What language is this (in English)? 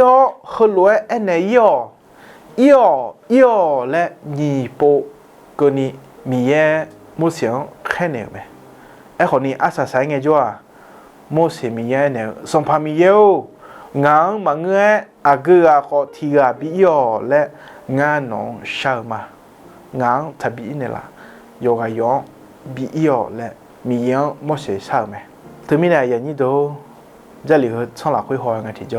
Akha